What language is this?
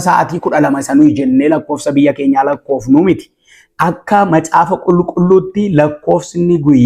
Oromo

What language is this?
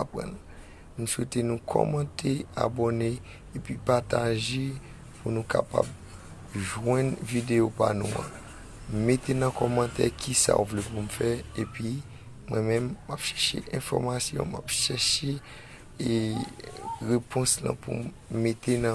Haitian Creole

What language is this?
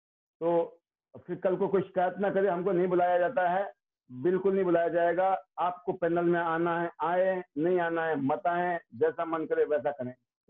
Hindi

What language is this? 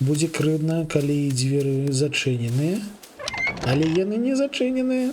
Belarusian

